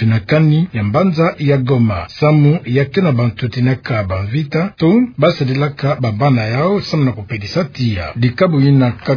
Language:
Kituba (Democratic Republic of Congo)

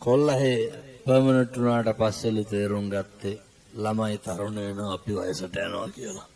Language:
Sinhala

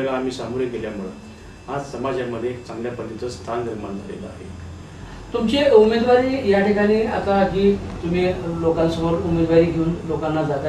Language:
Marathi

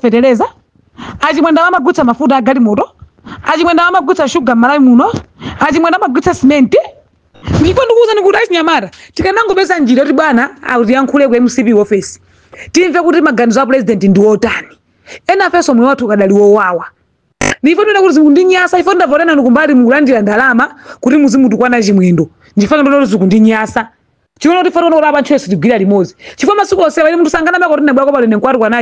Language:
Nyanja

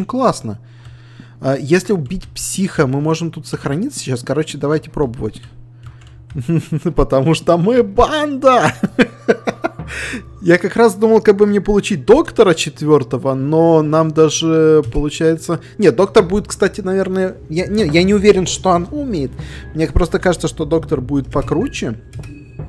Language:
Russian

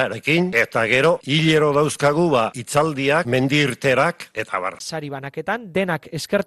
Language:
Basque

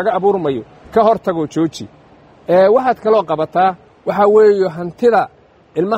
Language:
Somali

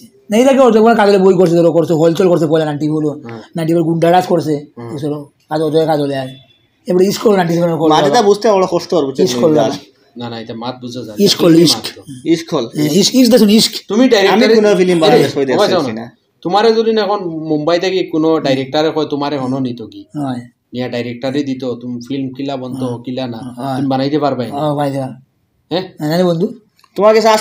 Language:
Sylheti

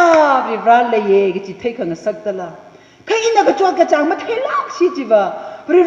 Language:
Tangkhul Naga (India)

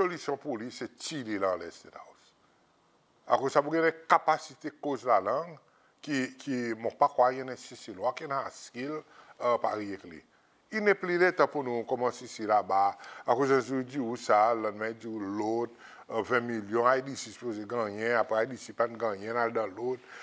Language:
Seselwa Creole French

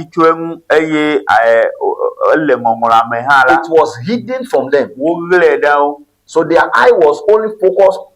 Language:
Ewe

